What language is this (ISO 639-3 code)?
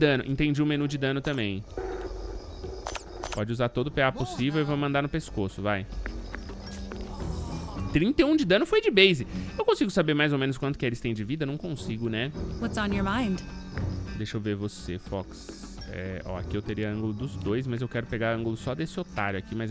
por